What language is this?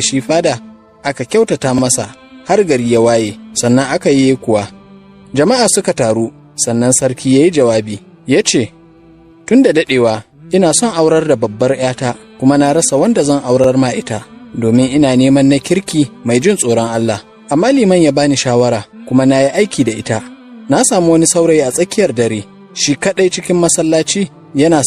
Hausa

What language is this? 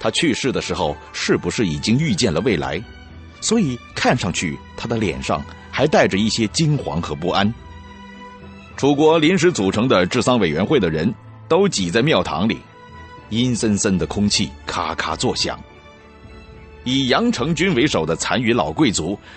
Chinese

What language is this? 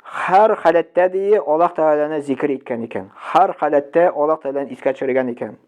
Tatar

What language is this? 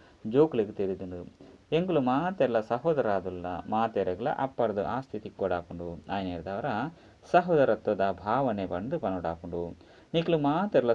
Tulu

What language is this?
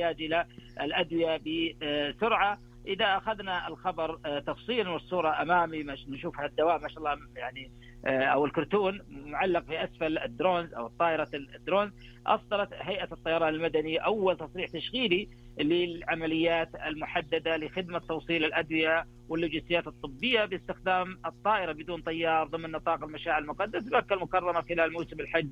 Najdi Arabic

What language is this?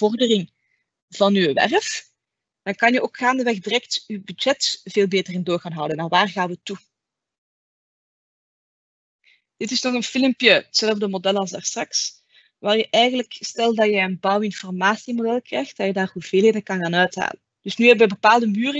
Dutch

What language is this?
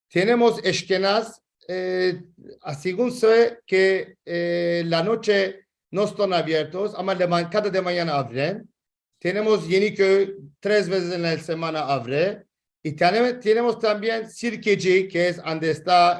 Ladino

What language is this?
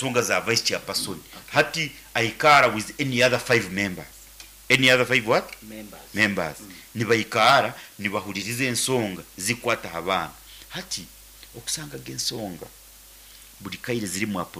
Nyankole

